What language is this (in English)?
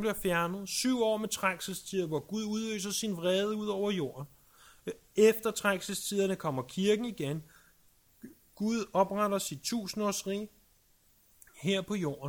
Danish